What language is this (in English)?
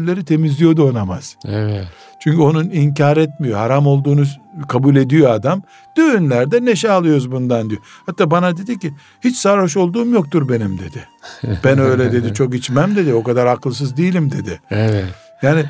Turkish